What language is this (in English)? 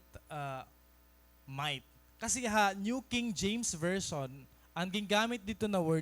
Waray